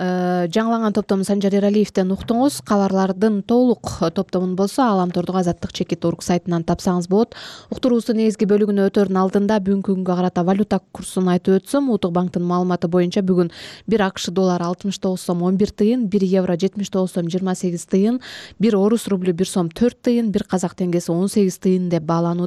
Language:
Kyrgyz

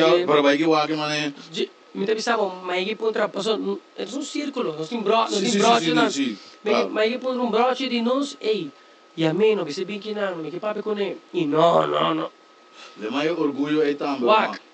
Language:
Papiamento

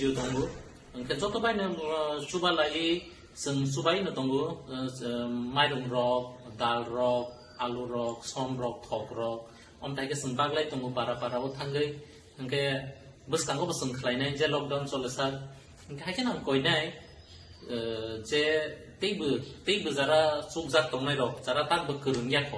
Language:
Kok Borok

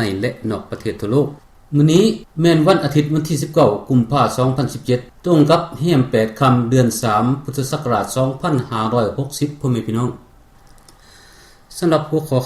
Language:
Lao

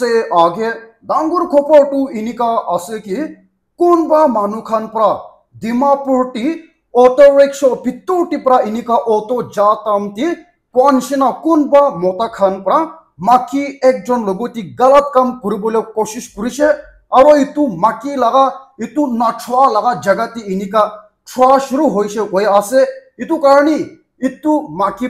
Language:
Naga Pidgin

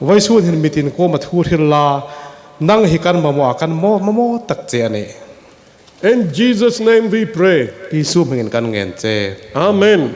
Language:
Hmar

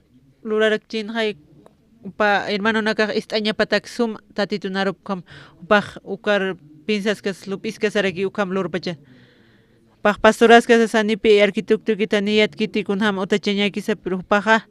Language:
Aymara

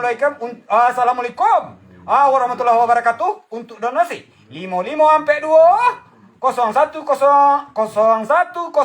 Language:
Minangkabau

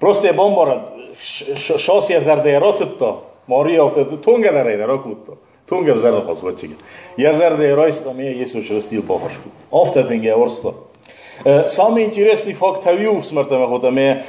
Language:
Ossetic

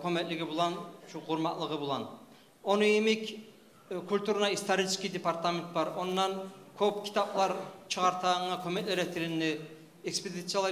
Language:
Kumyk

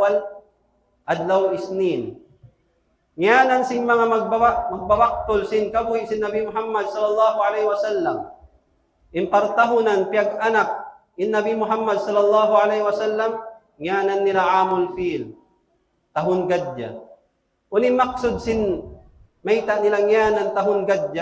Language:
Tausug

